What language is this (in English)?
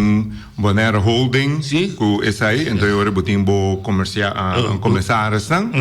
Papiamento